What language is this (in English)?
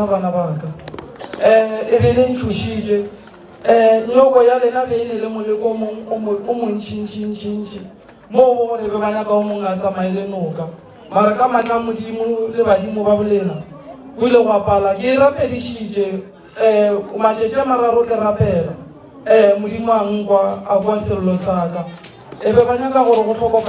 Northern Sotho